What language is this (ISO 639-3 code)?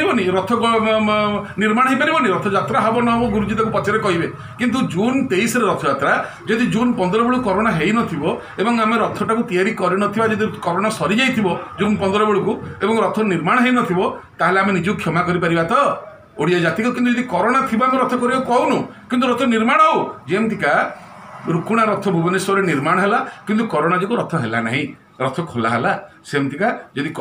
ori